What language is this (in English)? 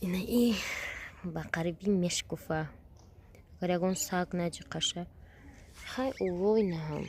Tajik